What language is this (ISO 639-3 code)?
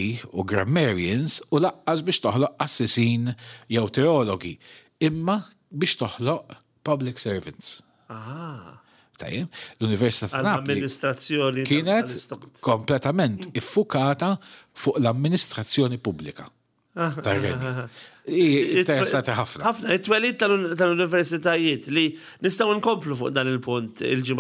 mlt